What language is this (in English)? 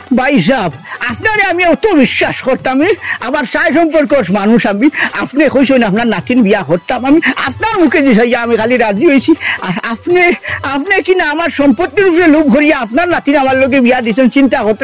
Sylheti